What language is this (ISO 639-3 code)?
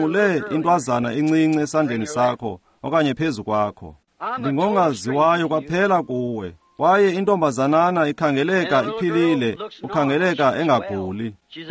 xho